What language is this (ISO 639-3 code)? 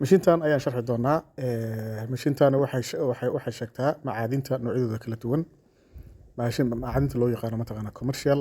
som